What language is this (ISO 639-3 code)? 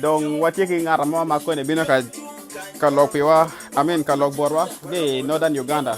ach